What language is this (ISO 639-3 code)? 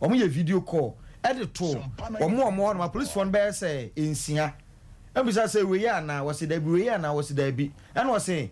aka